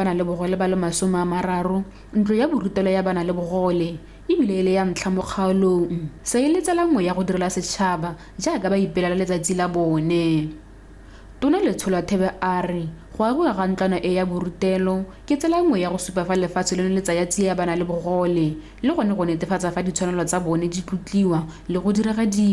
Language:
Tswana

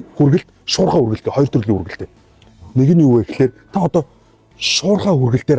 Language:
Mongolian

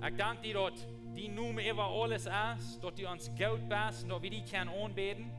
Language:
Plautdietsch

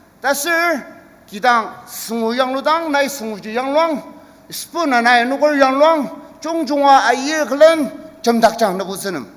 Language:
Ao Naga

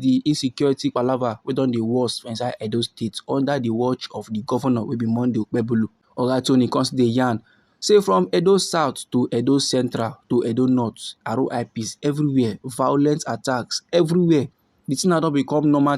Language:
Nigerian Pidgin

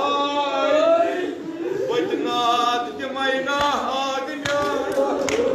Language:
Kashmiri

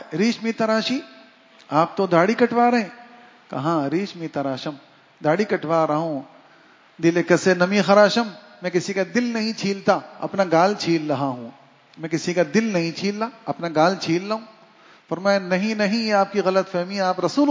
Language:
Urdu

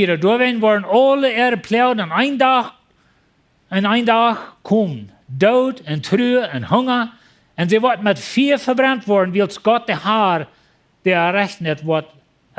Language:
Plautdietsch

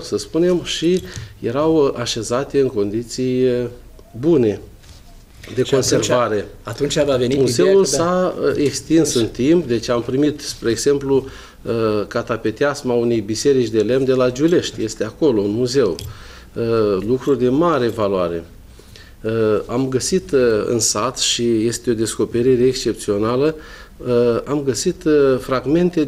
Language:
Romanian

